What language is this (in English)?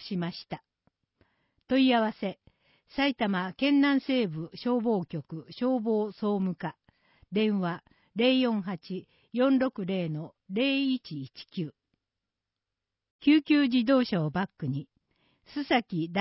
Japanese